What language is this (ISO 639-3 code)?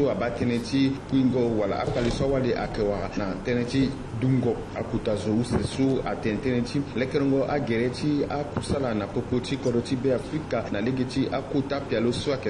sag